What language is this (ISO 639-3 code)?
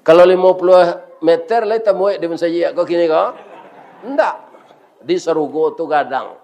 min